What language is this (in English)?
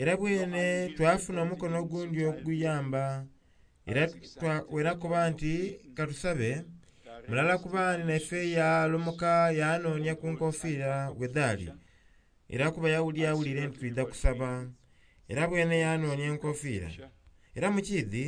Soga